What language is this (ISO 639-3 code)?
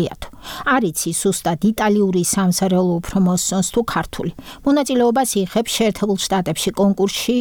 kat